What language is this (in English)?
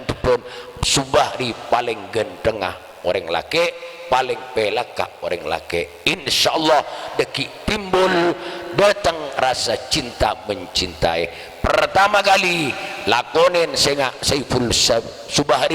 Madurese